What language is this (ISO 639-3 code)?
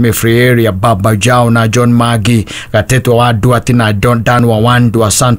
kik